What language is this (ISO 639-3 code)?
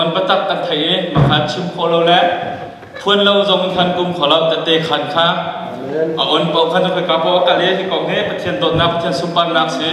cnh